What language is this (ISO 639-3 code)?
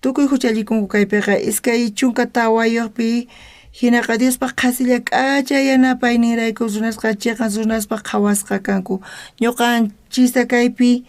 quh